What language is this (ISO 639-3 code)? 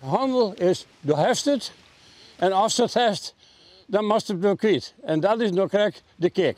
fry